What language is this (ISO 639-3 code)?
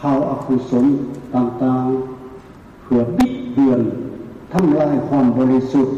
lao